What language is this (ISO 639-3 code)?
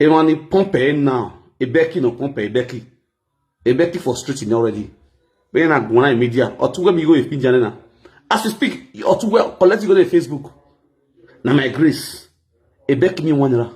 pcm